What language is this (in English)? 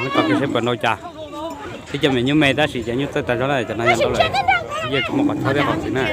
Hmong